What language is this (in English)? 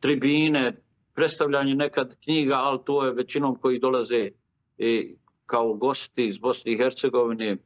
Bosnian